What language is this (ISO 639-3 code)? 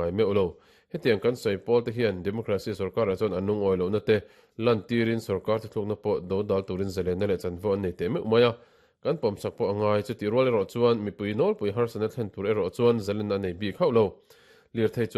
lus